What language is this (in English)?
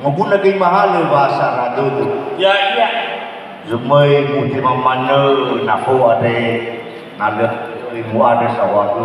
Nias